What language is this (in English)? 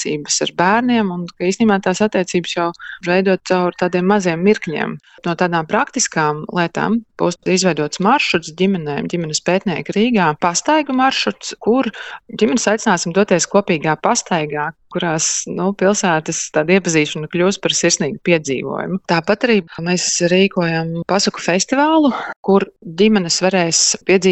Latvian